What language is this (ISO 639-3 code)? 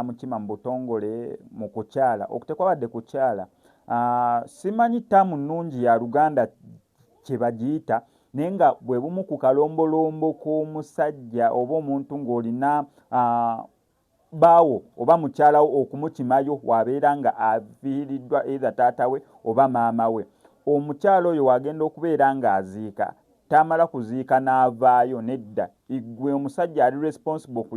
lug